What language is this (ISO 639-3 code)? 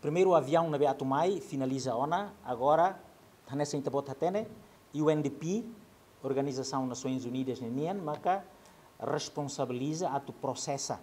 tet